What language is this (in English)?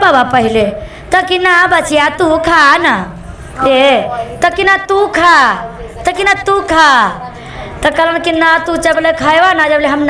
Magahi